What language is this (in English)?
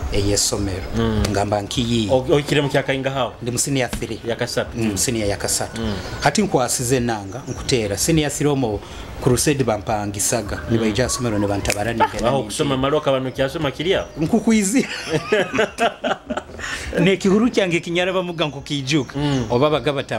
Nyoro